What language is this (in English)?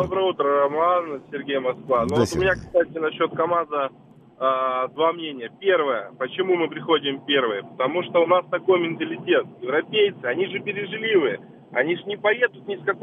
Russian